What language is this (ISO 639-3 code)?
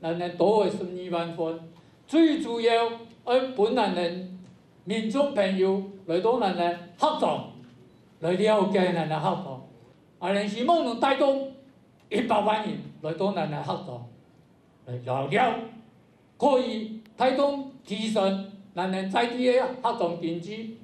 hak